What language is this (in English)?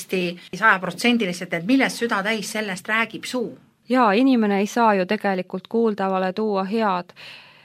Estonian